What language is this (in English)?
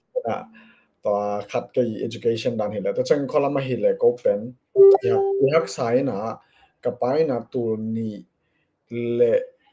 Tedim Chin